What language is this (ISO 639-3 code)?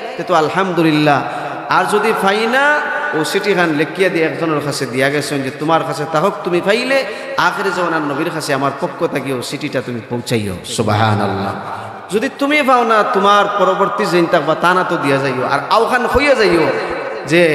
syl